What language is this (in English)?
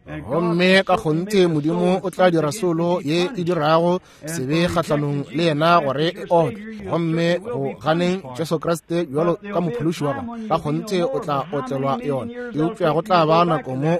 Northern Sotho